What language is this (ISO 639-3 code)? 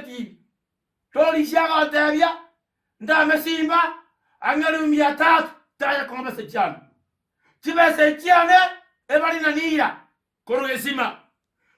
guz